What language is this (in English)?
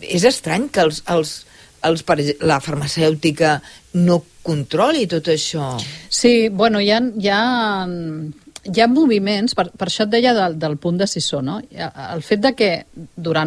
Catalan